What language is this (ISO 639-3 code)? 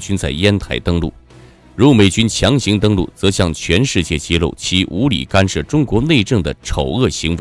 zho